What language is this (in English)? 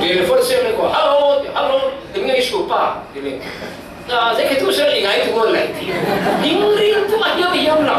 Falam Chin